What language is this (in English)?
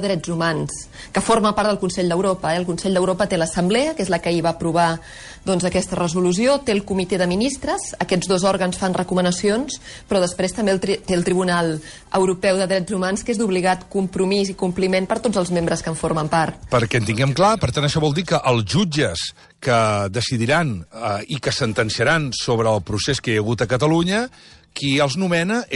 Catalan